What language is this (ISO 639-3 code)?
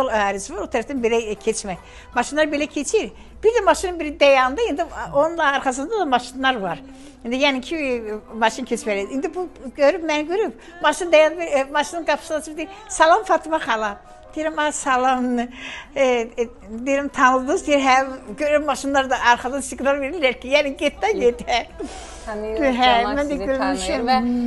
aze